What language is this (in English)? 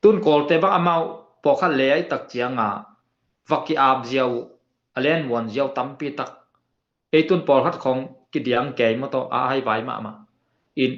Tedim Chin